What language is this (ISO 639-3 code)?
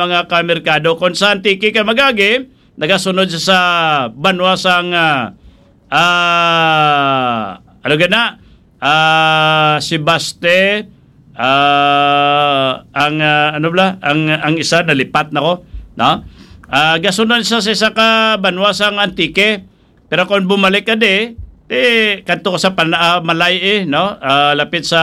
hil